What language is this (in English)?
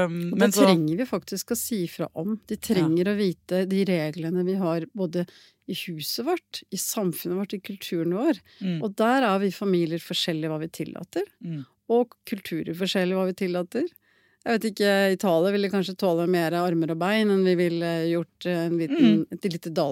Norwegian